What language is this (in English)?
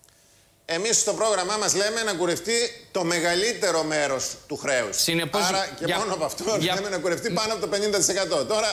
Greek